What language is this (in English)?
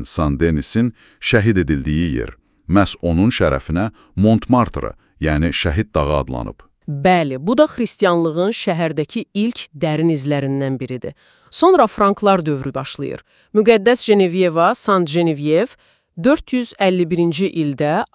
Azerbaijani